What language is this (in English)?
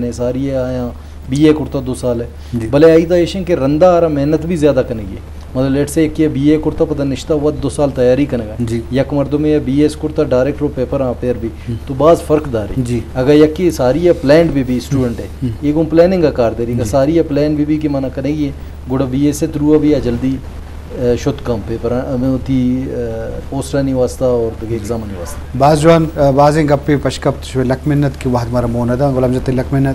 Eastern Balochi